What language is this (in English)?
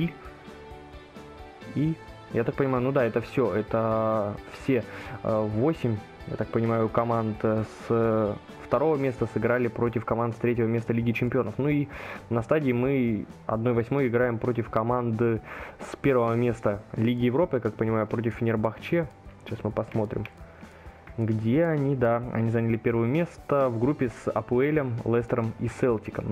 Russian